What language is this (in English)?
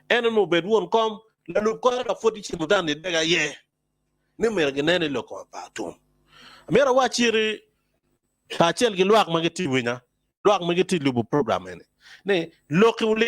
Acoli